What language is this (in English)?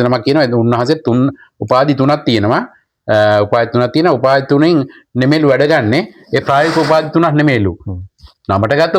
Sinhala